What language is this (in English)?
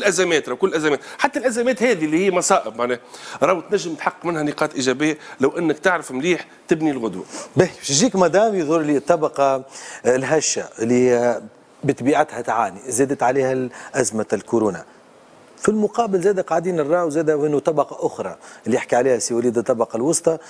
Tunisian Arabic